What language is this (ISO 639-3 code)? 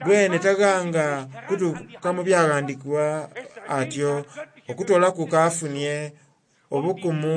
xog